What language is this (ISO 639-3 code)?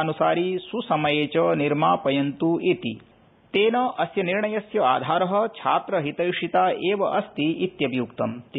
san